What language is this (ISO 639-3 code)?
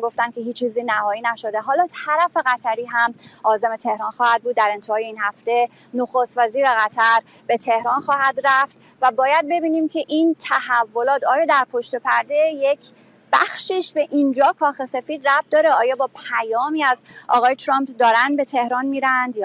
fas